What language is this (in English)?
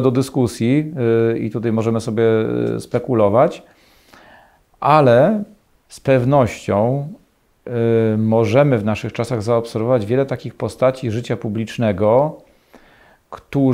Polish